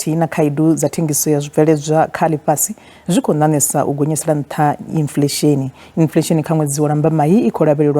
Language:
Venda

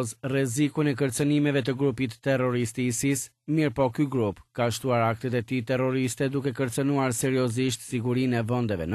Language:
Albanian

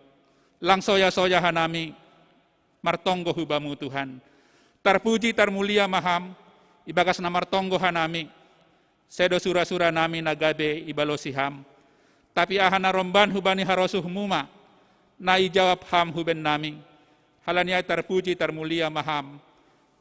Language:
Batak Simalungun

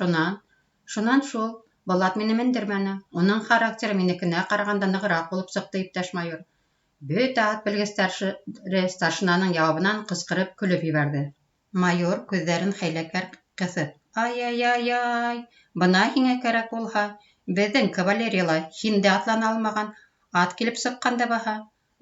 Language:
Bashkir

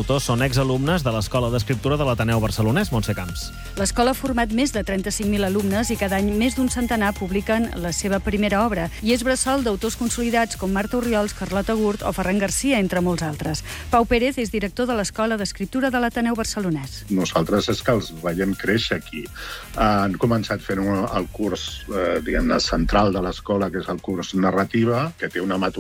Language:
Catalan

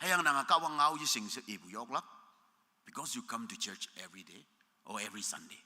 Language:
Konyak Naga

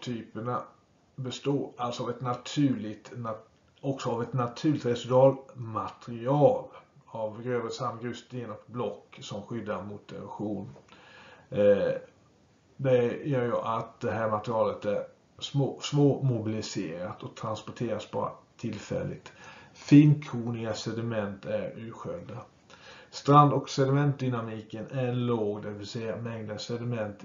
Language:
Swedish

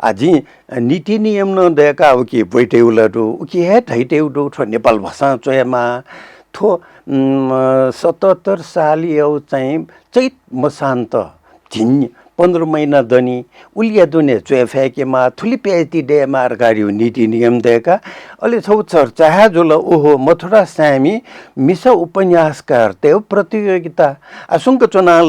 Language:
Newari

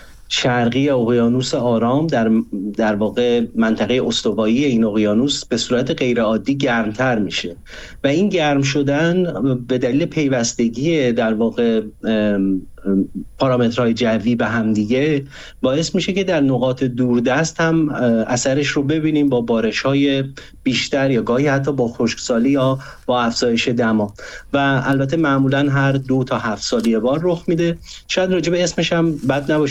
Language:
Persian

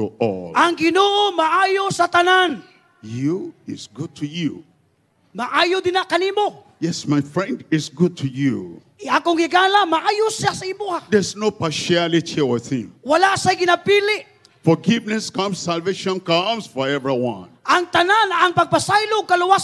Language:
Cebuano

